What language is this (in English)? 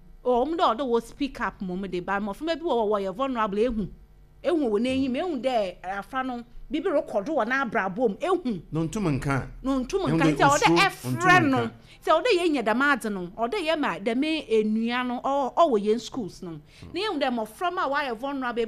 Akan